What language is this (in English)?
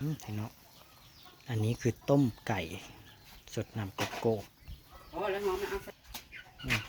Northeastern Thai